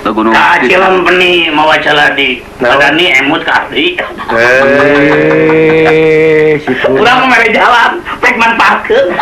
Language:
Sundanese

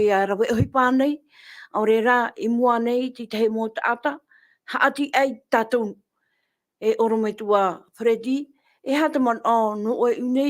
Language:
Tahitian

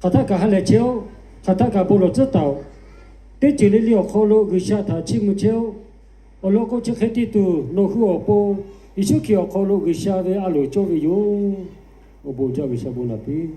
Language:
Lahu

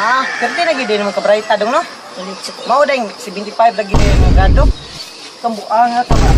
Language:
Cebuano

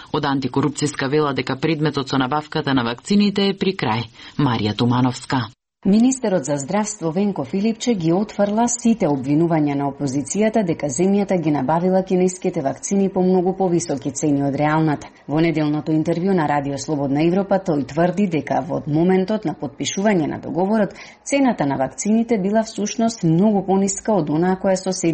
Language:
Macedonian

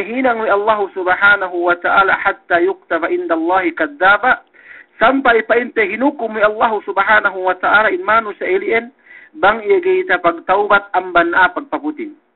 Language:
Yakan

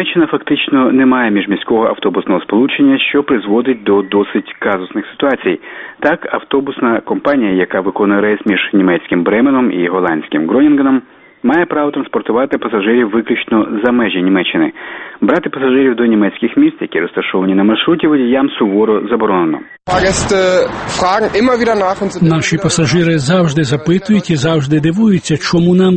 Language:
Ukrainian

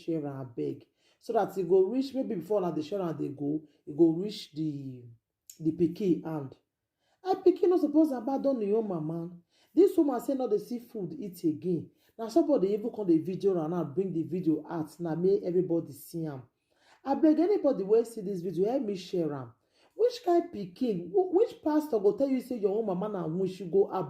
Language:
Nigerian Pidgin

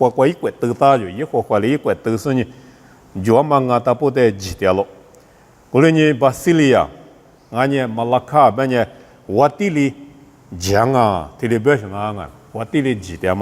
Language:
Lisu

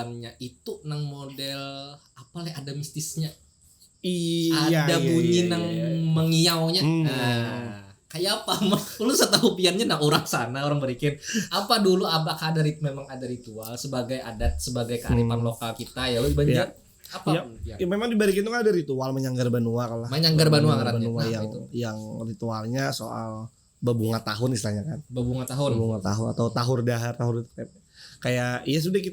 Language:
Banjar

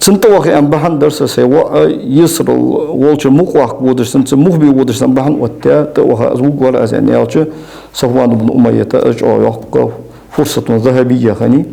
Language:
Ingush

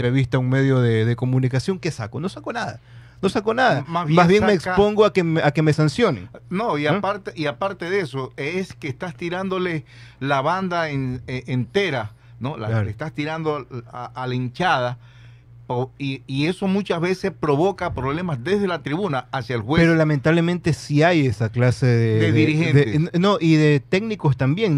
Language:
Spanish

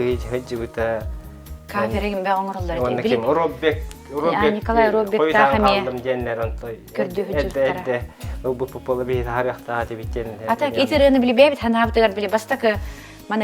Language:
Yakut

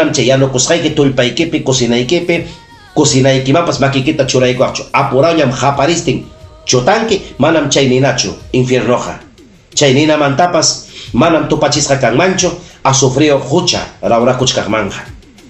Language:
Ayacucho Quechua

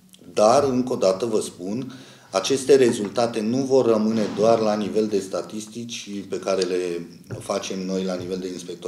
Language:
Romanian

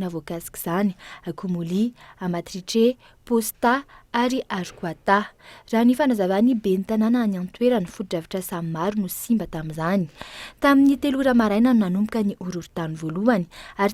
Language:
Malagasy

